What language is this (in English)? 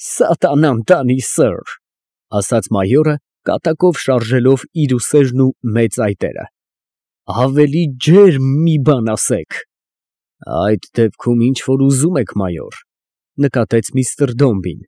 Armenian